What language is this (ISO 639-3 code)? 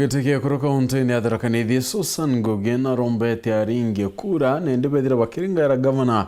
mer